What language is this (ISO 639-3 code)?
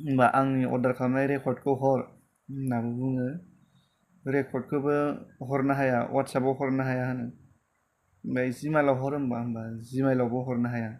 brx